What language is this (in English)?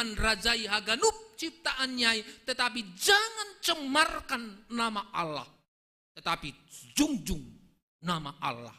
Batak Simalungun